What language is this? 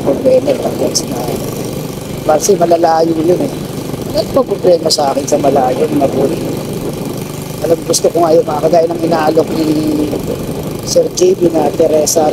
Filipino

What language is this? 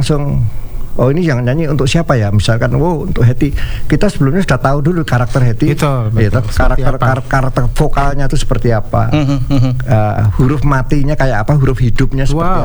Indonesian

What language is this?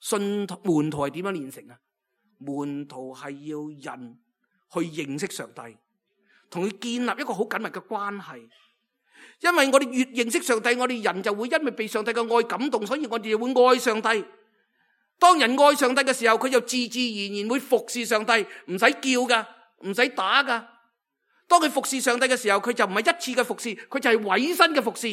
Cantonese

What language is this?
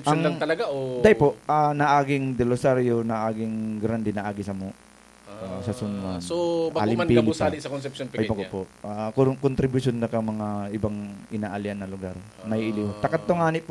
Bikol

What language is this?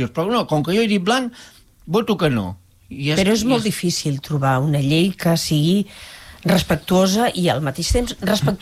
Catalan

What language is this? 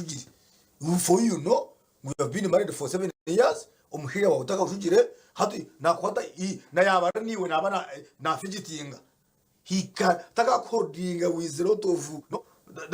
Nyankole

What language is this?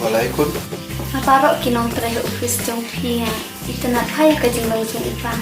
Khasi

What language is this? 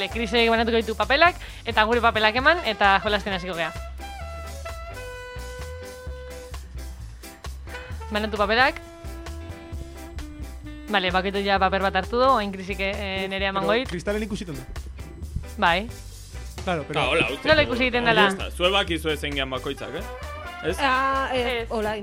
Basque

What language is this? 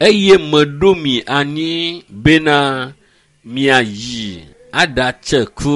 Ewe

